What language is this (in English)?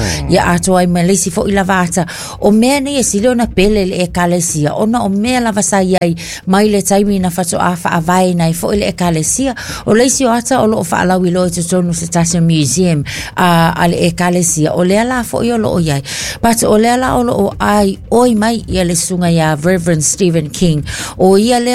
Samoan